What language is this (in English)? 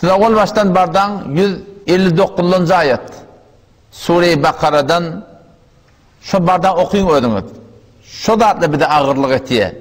Turkmen